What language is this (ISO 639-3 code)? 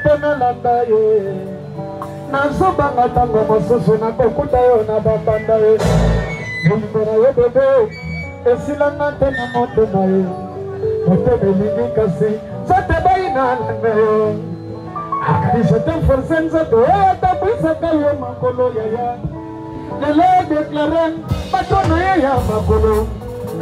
lin